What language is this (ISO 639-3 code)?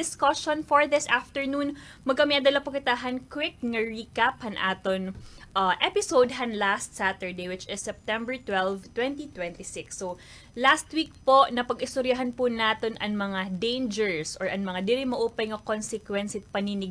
war